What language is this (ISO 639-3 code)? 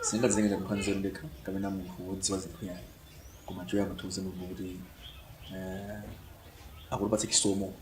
nya